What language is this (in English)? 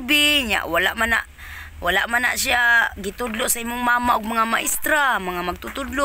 Cebuano